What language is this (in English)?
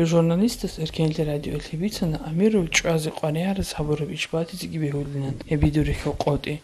Avaric